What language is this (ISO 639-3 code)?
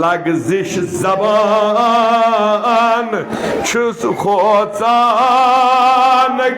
kas